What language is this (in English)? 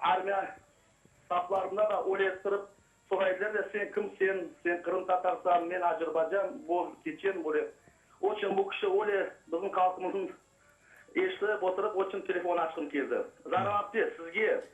Crimean Tatar